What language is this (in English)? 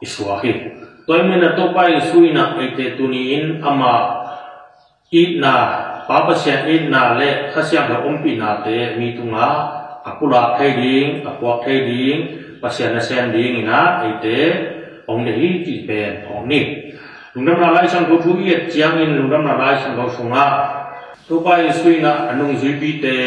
Tedim Chin